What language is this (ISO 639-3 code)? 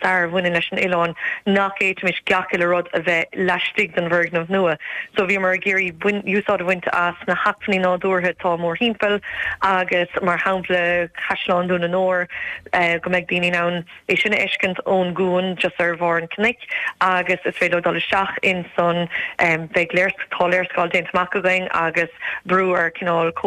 gle